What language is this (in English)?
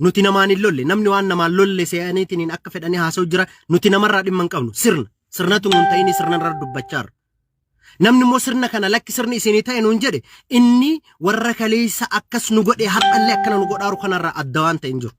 Oromo